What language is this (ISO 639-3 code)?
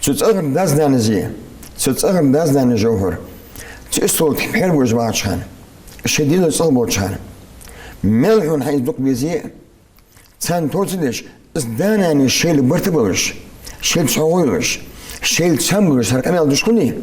inh